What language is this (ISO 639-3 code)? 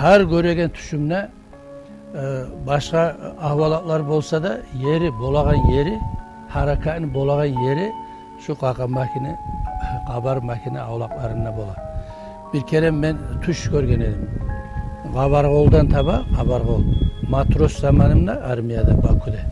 kum